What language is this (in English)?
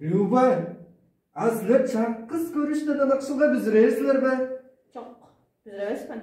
Tuvinian